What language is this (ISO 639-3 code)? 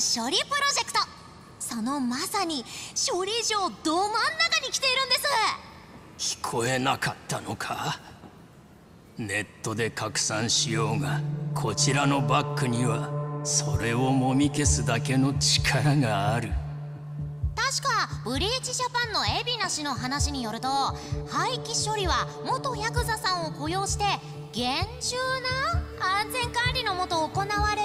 jpn